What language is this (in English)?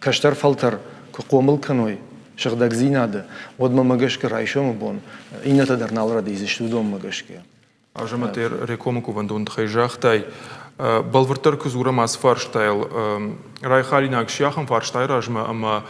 Ossetic